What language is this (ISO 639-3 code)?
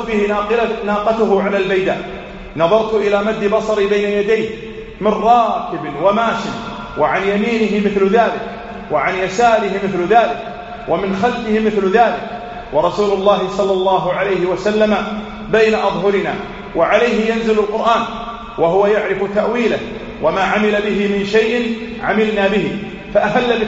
ara